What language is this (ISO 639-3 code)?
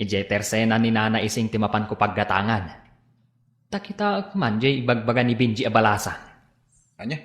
ilo